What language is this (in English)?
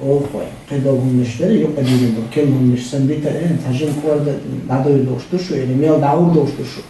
Chechen